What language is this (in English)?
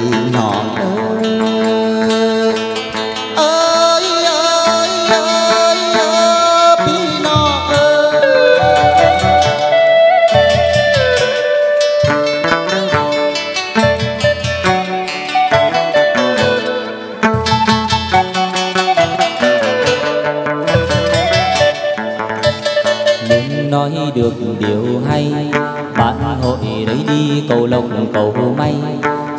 Vietnamese